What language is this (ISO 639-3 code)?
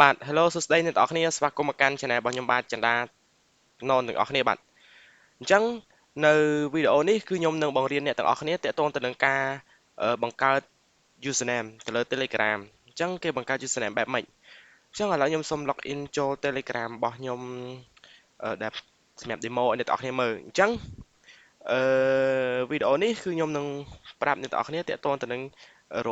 khm